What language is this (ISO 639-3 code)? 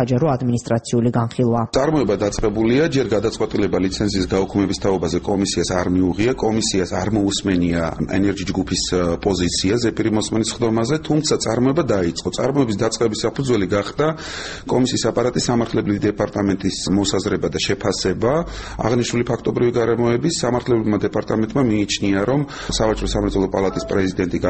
kat